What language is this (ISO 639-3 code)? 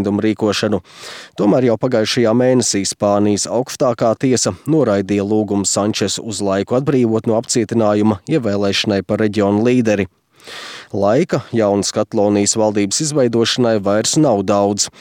lav